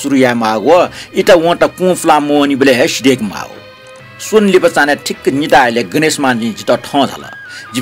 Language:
Newari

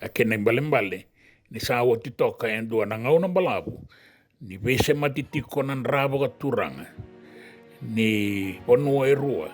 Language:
Fijian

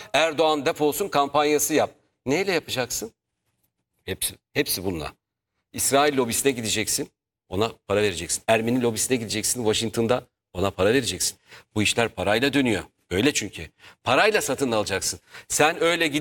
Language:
Turkish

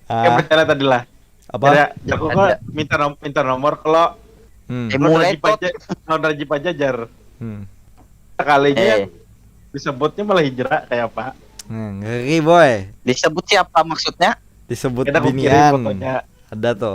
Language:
Banjar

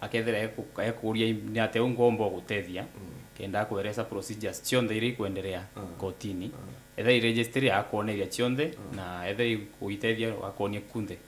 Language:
Meru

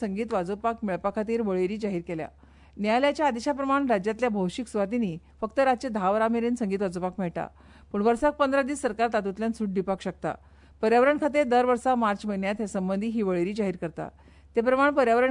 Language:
Konkani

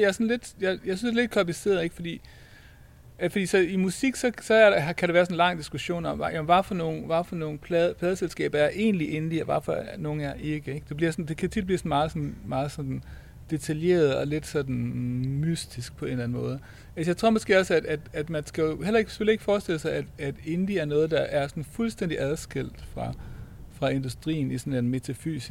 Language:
Danish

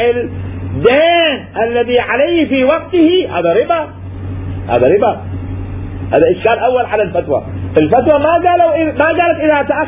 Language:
Mesopotamian Arabic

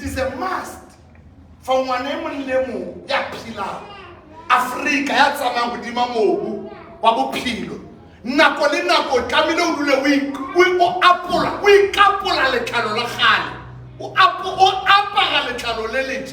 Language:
Southern Sotho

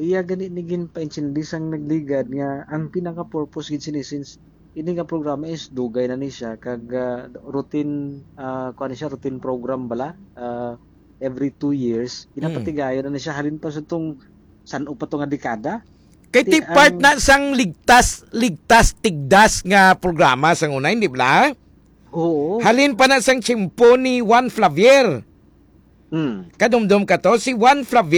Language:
Hiligaynon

